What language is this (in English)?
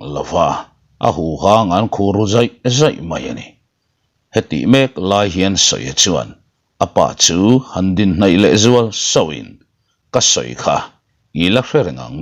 Mizo